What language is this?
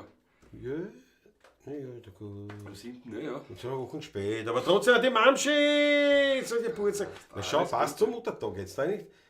Bavarian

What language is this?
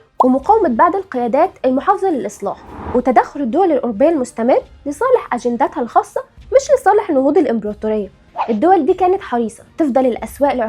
Egyptian Arabic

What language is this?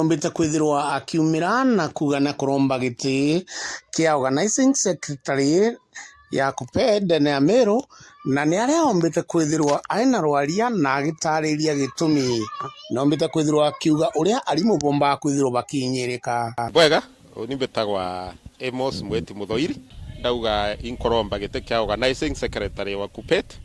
Meru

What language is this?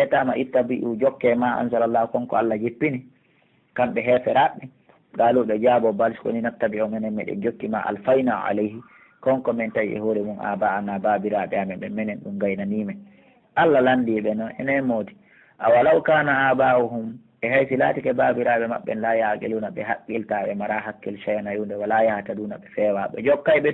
Pular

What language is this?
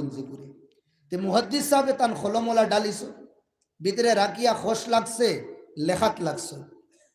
Sylheti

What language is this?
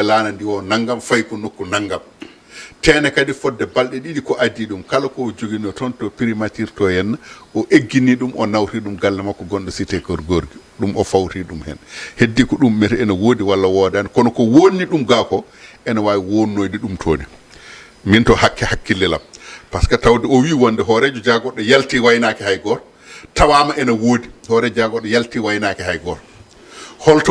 Fula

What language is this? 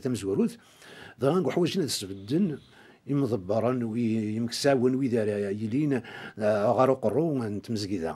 Kabyle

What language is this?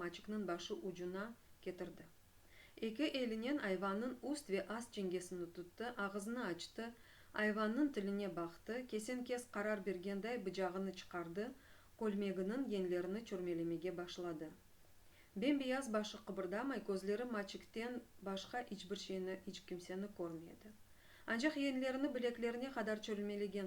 Crimean Tatar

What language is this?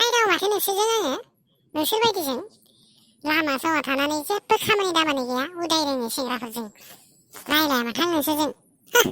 Bodo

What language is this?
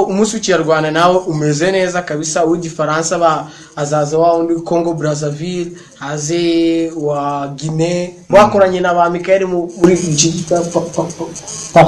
Kinyarwanda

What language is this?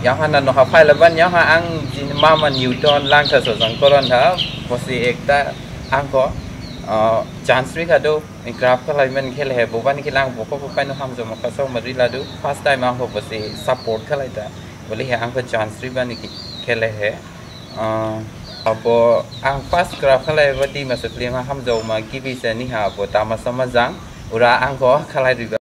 Dimasa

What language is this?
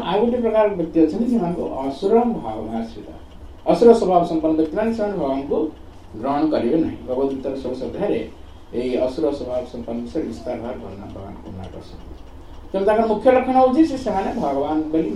Odia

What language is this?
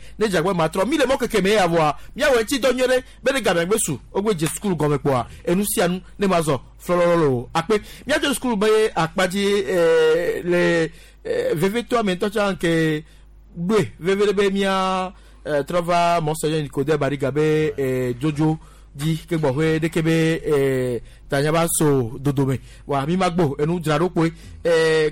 Gen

